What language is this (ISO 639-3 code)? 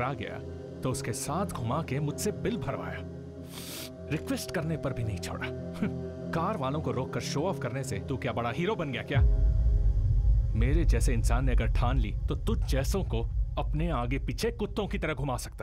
hin